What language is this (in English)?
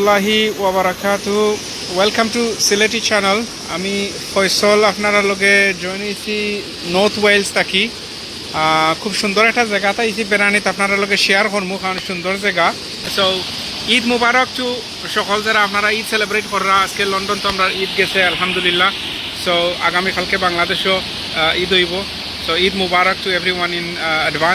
Sylheti